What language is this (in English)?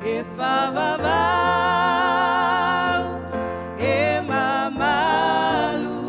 Samoan